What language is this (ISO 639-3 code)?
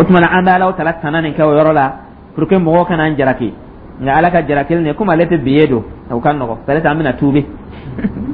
dyu